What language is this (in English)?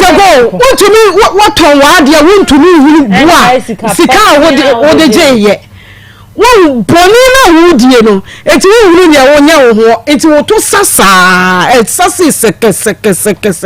Akan